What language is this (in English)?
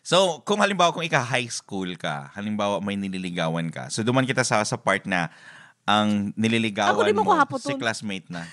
Bikol